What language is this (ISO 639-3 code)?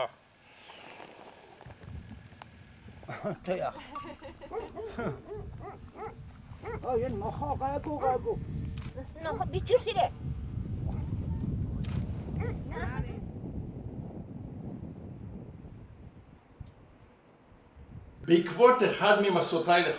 heb